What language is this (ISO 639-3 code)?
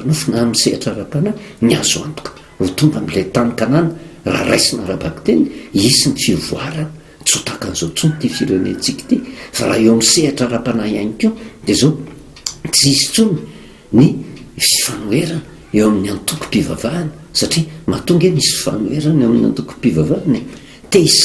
mlg